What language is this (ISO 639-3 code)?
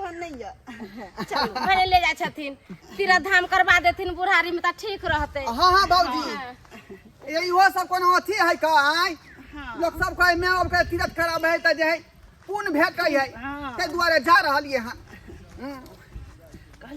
mai